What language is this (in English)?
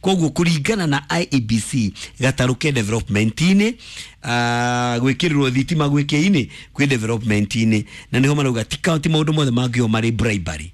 Kikuyu